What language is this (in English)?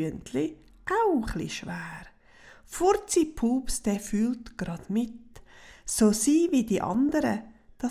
Swiss German